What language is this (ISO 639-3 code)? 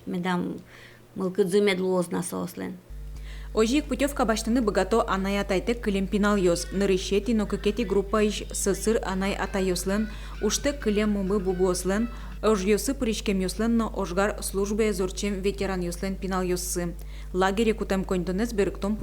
udm